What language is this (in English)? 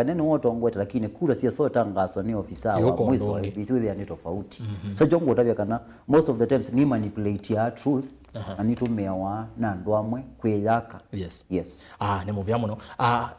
Kamba